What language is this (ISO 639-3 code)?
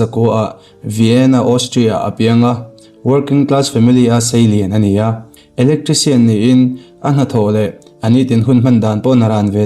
lus